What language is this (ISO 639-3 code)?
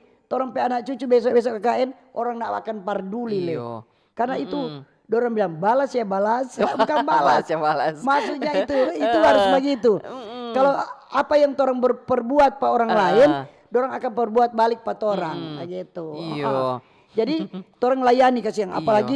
xmm